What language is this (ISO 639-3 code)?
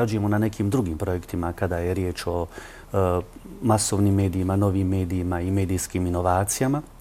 bos